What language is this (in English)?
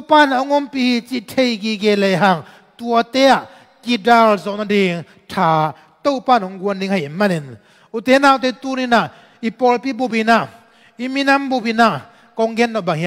Tedim Chin